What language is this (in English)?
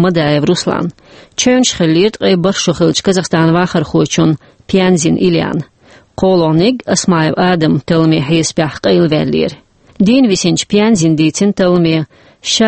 Chechen